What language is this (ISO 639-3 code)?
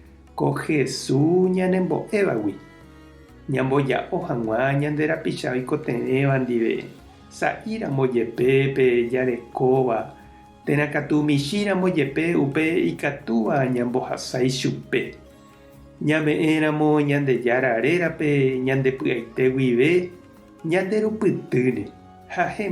grn